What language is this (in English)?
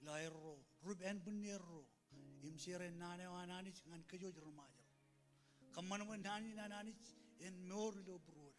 Marshallese